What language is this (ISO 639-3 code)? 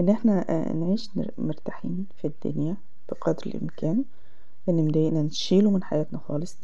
arz